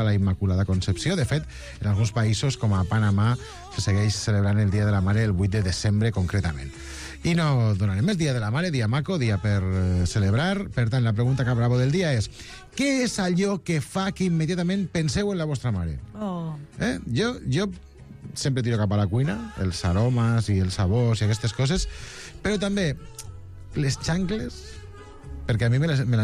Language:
Catalan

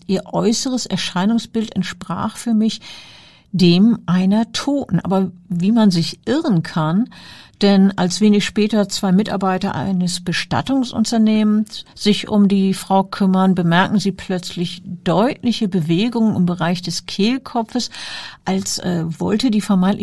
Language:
German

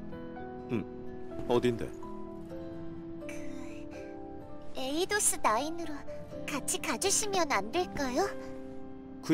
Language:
Korean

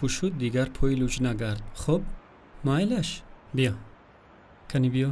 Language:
Tajik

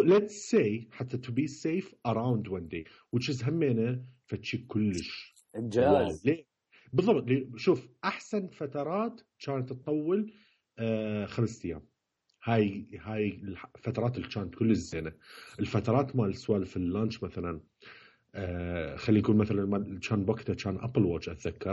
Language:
Mesopotamian Arabic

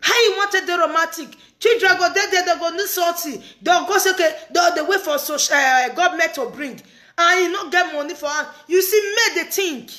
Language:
Nigerian Pidgin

